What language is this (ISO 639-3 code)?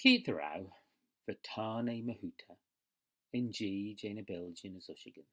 glv